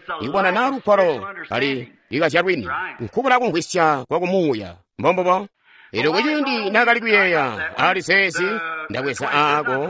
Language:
Tonga (Zambia)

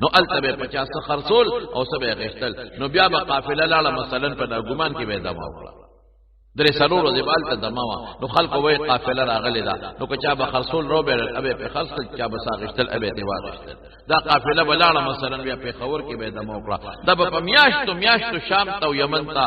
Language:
Pashto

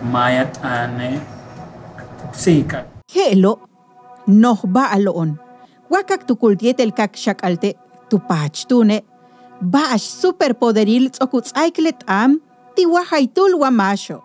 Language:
Yucateco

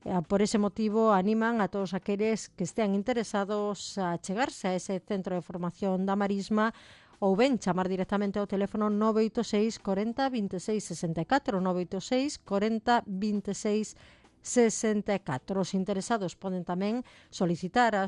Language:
Galician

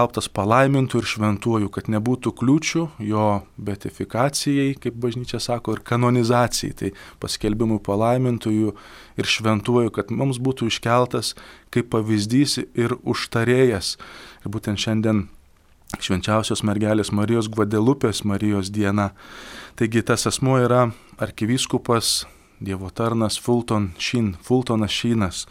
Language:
Lithuanian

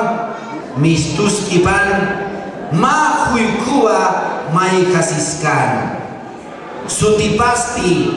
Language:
Aymara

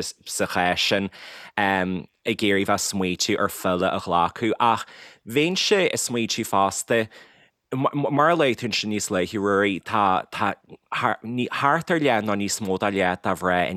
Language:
Irish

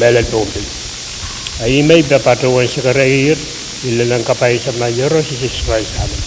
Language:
Pohnpeian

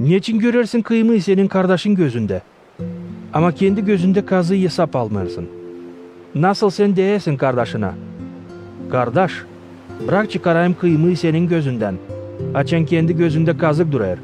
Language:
Gagauz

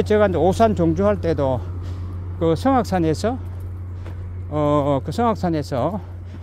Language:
Korean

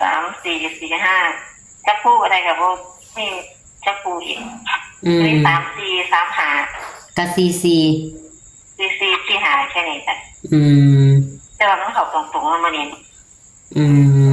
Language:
Northeastern Thai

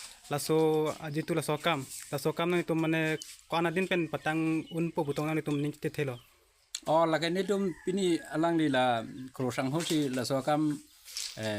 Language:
Karbi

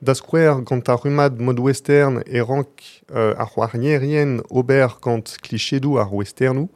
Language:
Breton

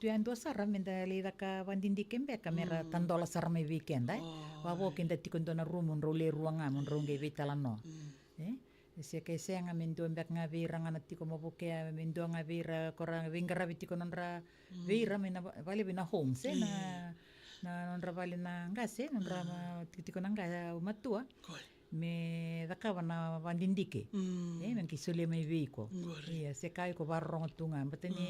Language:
Fijian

